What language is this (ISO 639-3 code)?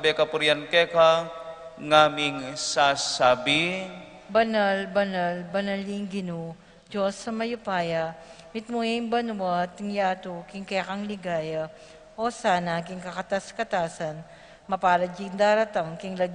pam